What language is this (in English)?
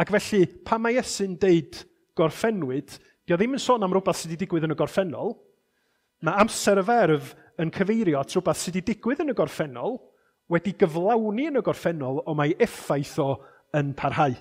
Welsh